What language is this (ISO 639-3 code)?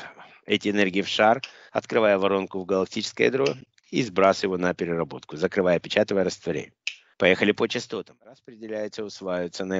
rus